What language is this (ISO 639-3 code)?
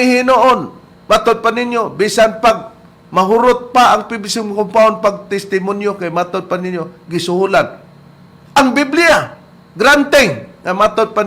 ceb